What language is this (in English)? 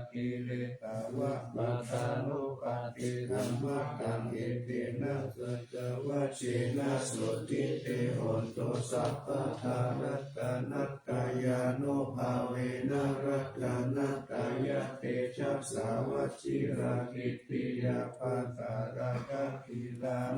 Pali